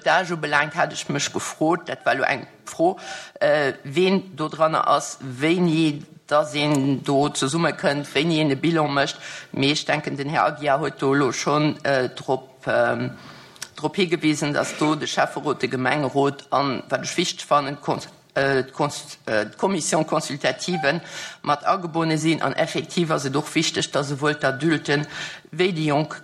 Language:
Luxembourgish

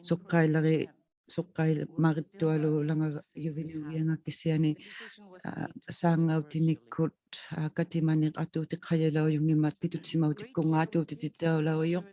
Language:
Inuktitut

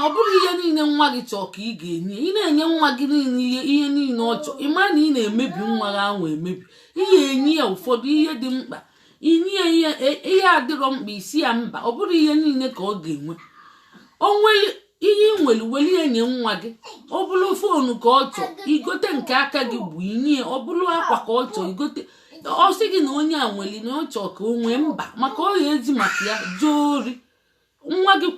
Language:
Igbo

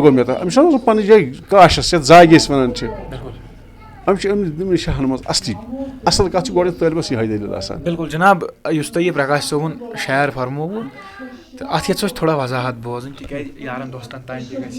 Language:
Kashmiri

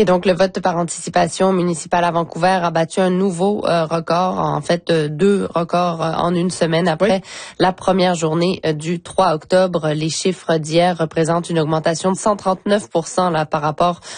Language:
French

